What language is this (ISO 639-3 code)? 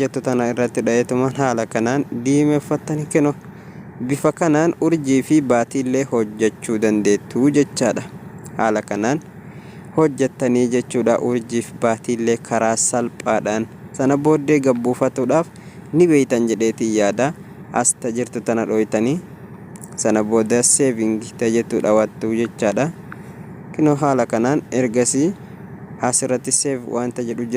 orm